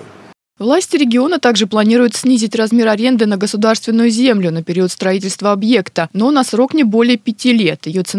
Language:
Russian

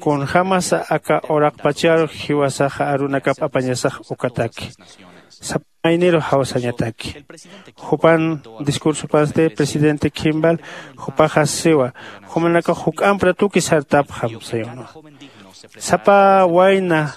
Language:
Aymara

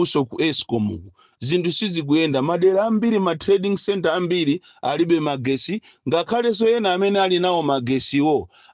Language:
Nyanja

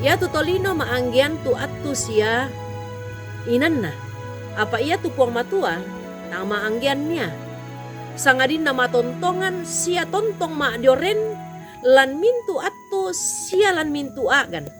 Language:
Toraja-Sa'dan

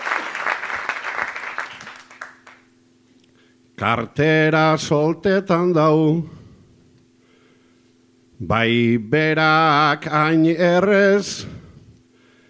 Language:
Basque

